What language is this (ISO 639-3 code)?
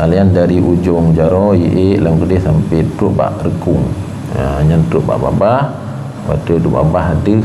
ace